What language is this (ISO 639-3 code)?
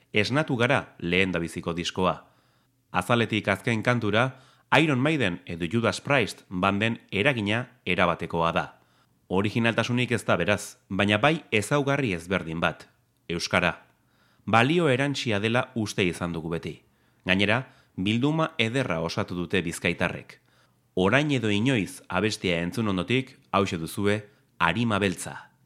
eus